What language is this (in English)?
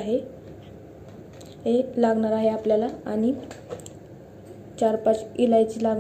Marathi